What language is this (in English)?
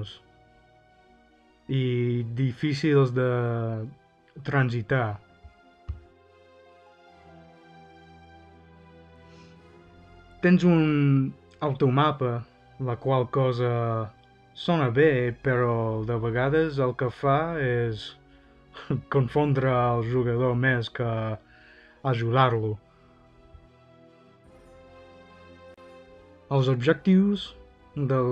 Catalan